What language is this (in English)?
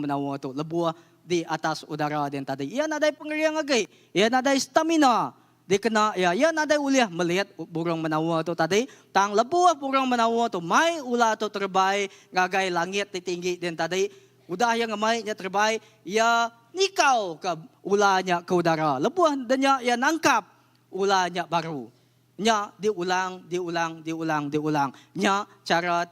Iban